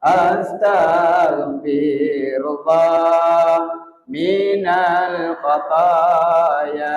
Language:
Buginese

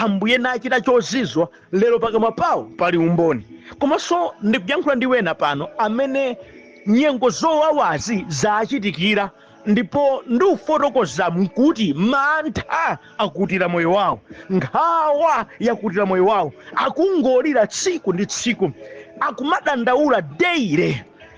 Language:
Nyanja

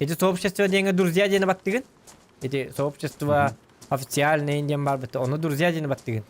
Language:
Yakut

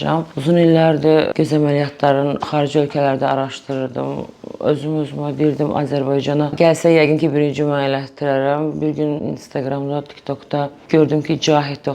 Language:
Azerbaijani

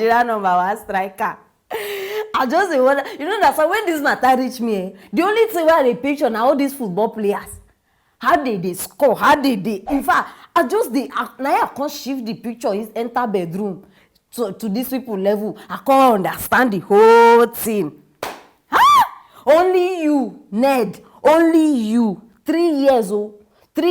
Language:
Nigerian Pidgin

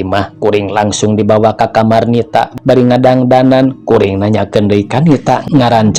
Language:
Sundanese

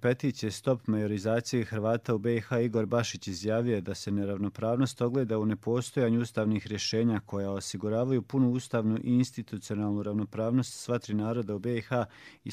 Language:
Croatian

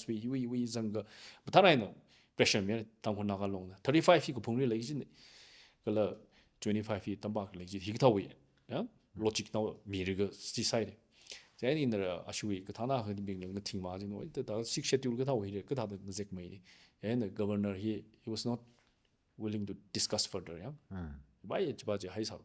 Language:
Tangkhul Naga (India)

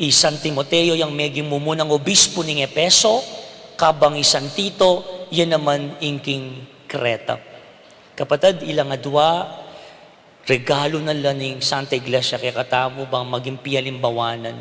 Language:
Pampanga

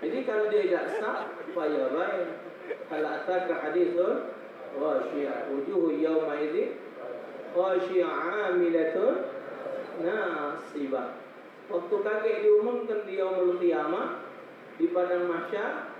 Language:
Musi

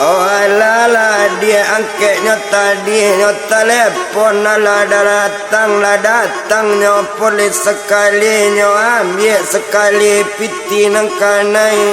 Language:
Minangkabau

